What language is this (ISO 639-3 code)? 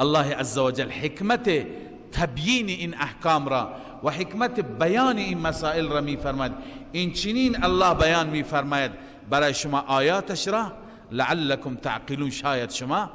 fas